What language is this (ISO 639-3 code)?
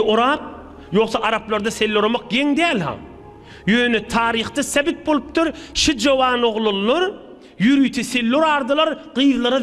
tuk